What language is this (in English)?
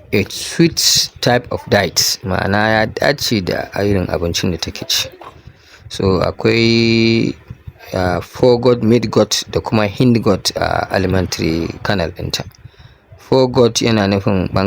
Hausa